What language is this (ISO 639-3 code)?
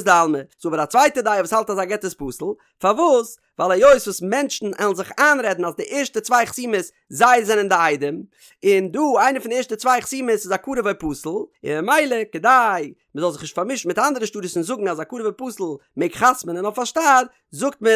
yid